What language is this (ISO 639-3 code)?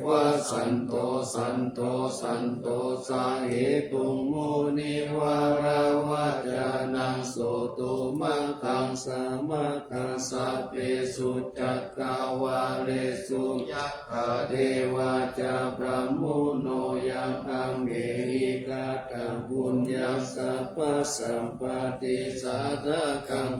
pli